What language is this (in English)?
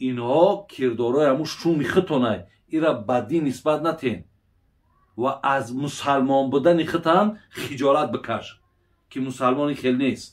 Tajik